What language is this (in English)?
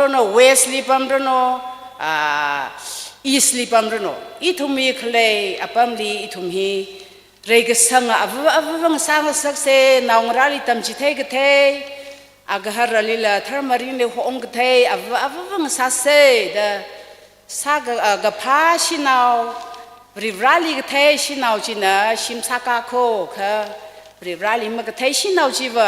Tangkhul Naga (India)